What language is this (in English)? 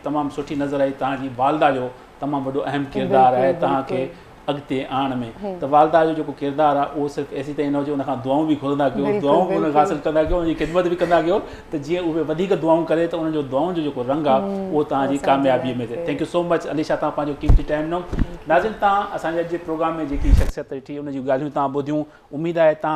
Sindhi